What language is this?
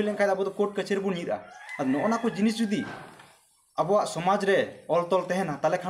Santali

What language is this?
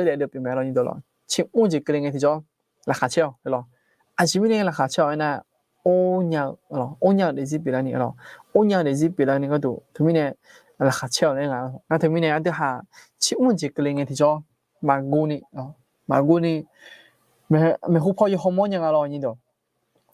Akha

